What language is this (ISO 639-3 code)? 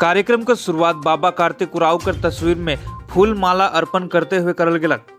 sck